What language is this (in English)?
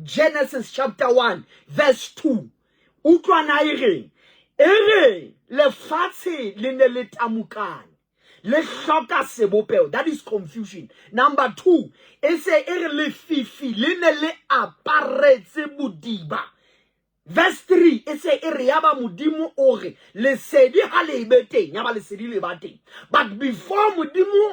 Southern Sotho